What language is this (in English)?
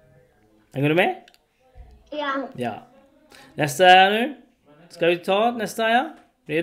Arabic